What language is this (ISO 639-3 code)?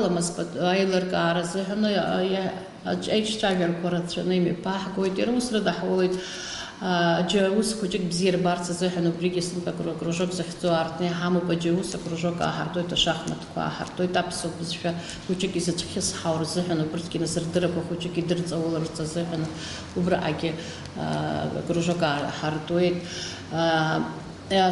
abk